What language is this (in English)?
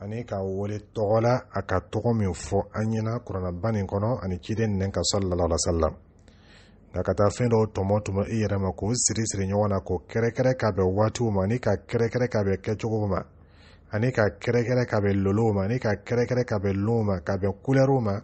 Dyula